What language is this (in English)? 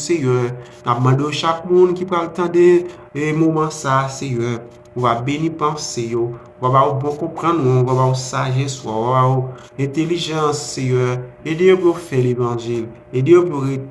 Haitian Creole